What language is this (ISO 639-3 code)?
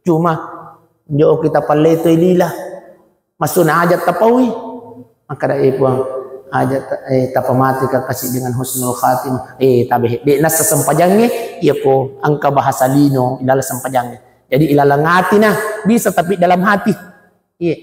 bug